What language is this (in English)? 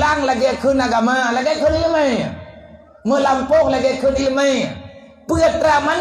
Achinese